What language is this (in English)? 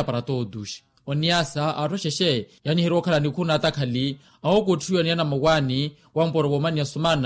Makhuwa